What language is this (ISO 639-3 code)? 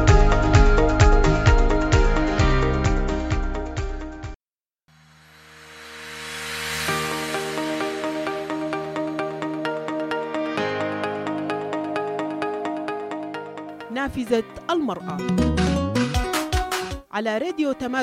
ara